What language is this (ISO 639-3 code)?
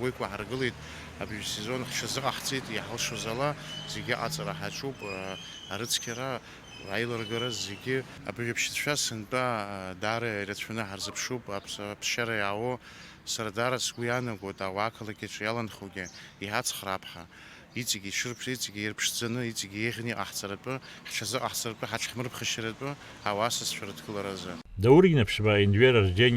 abk